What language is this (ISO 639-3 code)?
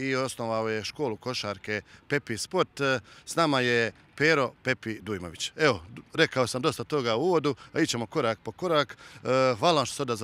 hrv